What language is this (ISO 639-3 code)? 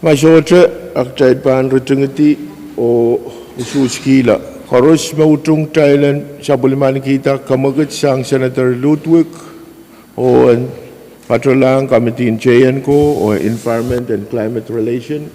pon